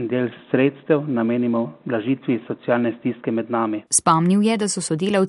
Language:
Slovenian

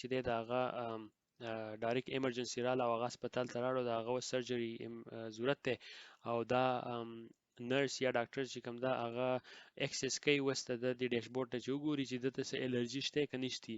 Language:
Pashto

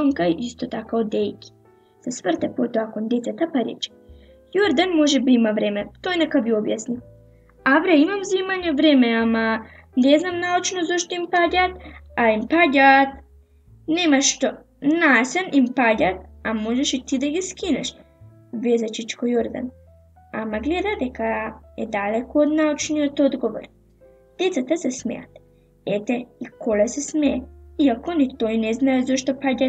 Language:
Macedonian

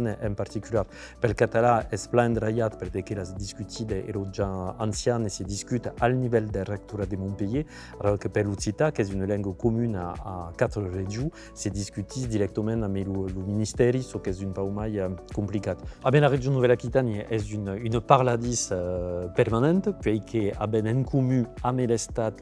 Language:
Occitan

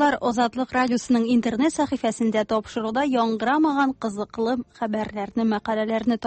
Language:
Tatar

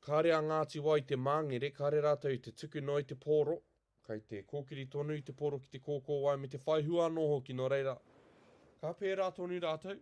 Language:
Māori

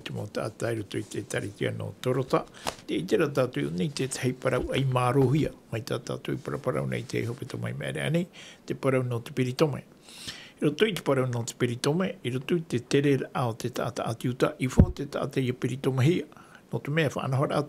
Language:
Tahitian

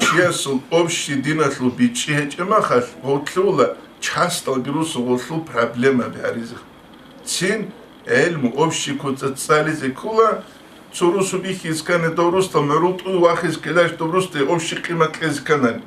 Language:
Avaric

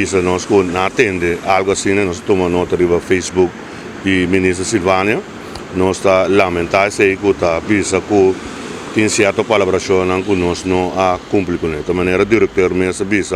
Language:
Papiamento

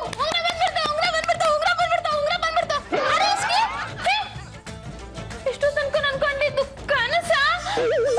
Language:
Kannada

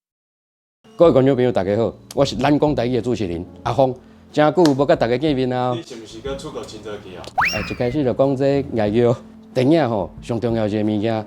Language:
Min Nan Chinese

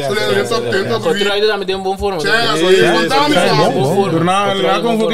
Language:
Papiamento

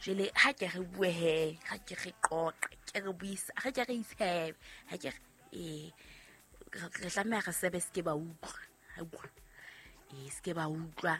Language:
Southern Sotho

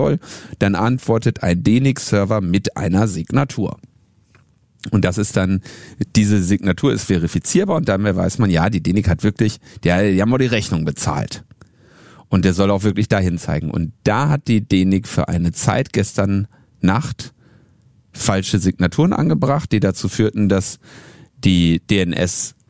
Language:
German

